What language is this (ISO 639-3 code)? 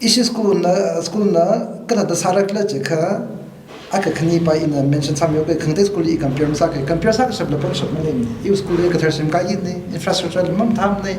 nmf